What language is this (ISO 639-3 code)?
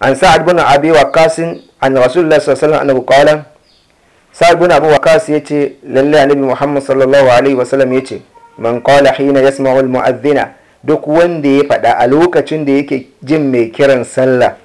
hau